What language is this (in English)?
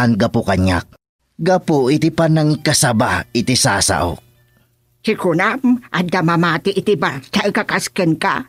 Iloko